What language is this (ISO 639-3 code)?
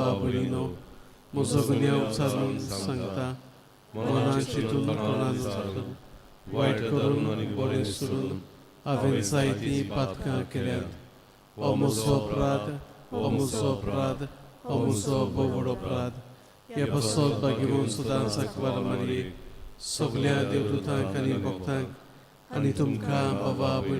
kok